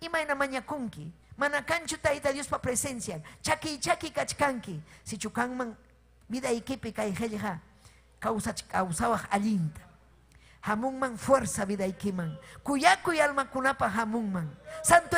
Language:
Ayacucho Quechua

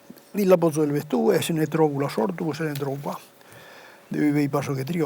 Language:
Occitan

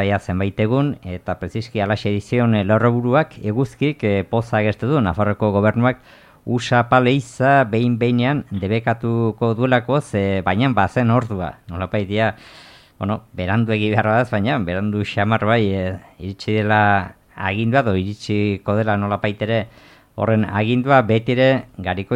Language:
Basque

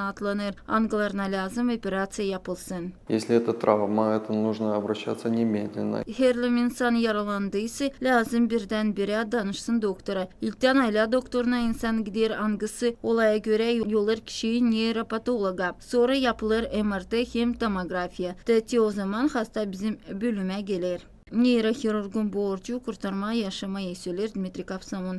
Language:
Gagauz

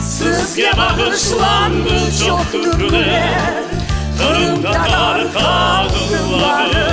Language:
Crimean Tatar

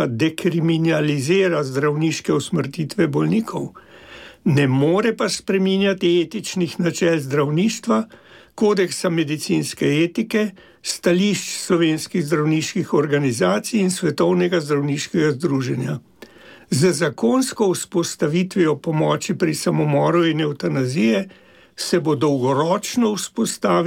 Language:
Slovenian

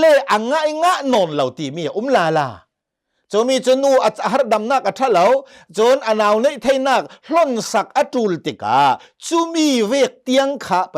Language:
Hakha Chin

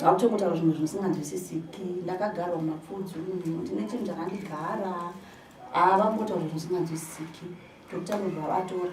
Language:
Shona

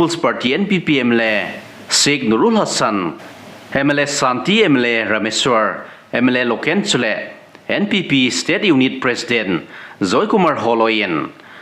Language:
Thado Chin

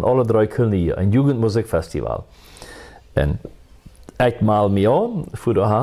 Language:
Plautdietsch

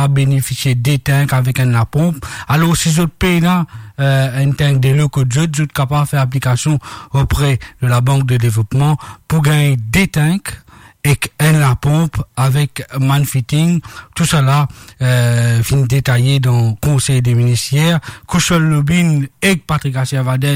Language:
Morisyen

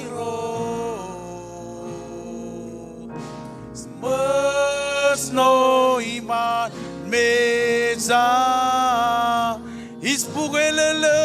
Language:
Marshallese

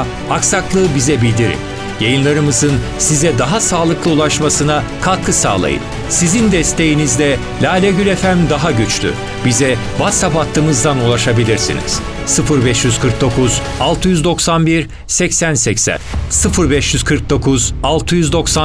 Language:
Turkish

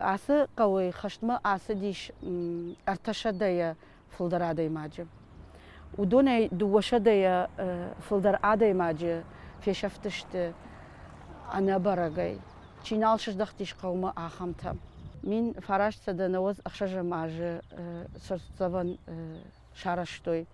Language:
Ossetic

